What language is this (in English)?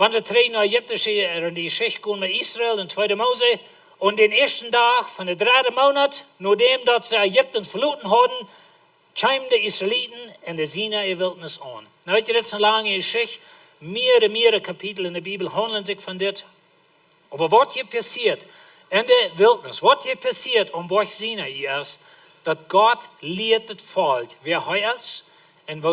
Plautdietsch